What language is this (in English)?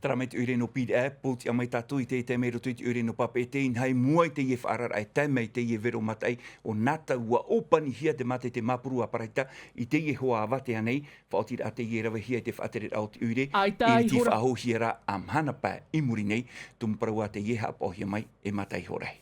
Tahitian